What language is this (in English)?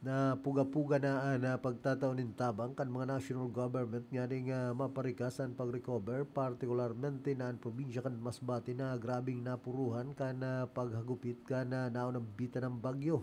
Bikol